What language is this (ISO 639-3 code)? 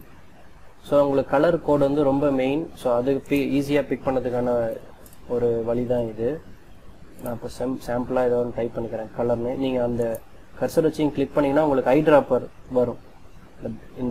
tam